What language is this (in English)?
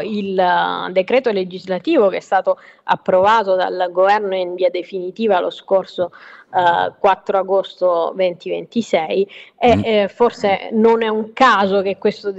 Italian